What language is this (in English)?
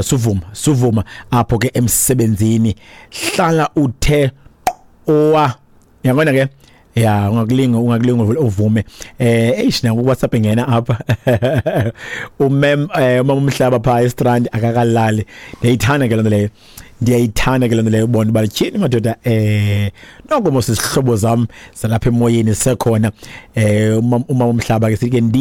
Xhosa